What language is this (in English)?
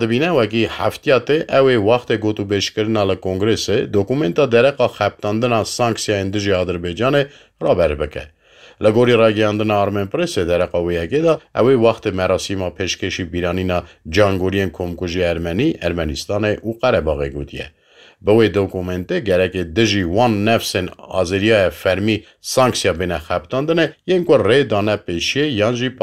Kurdish